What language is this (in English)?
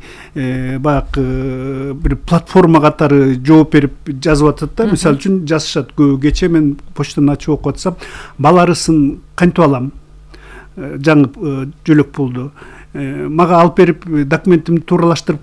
Kyrgyz